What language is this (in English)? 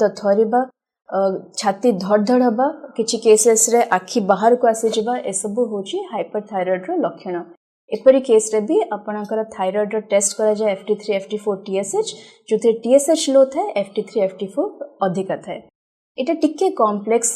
Odia